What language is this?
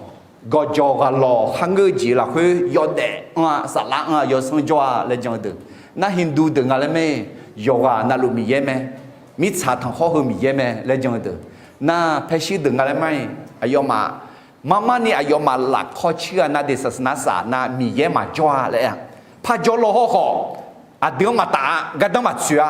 Akha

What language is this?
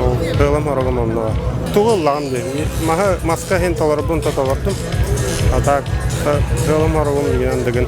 Yakut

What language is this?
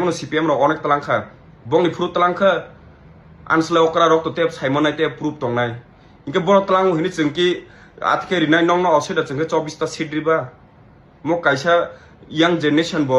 Kok Borok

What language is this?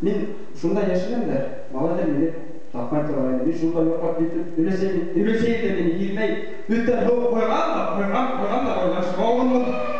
Bashkir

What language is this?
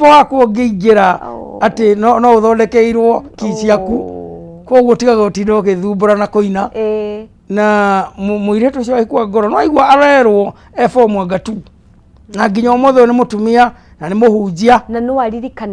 Kikuyu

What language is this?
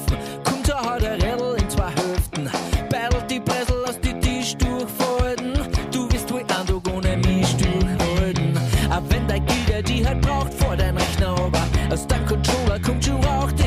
Bavarian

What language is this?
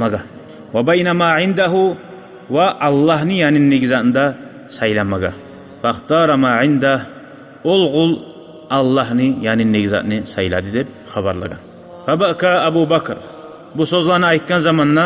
Kumyk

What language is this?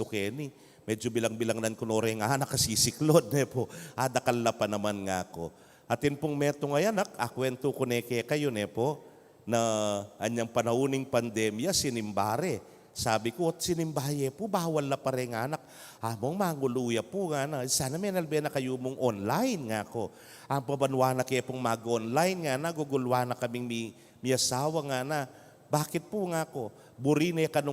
Pampanga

